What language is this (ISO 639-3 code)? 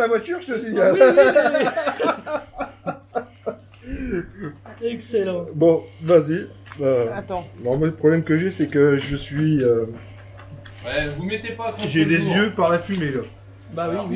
fra